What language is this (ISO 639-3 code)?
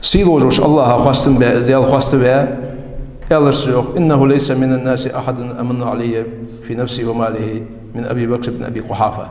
inh